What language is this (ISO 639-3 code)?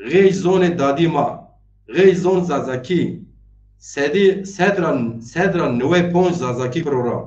zza